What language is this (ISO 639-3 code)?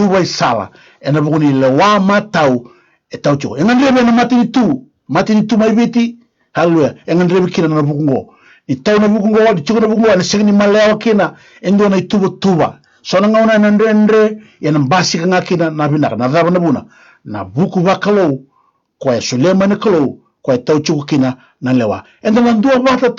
fij